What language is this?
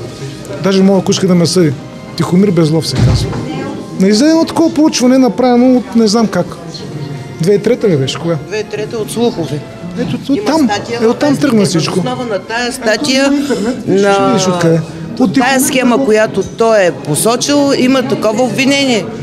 Bulgarian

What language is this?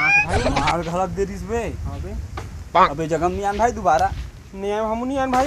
Chhattisgarhi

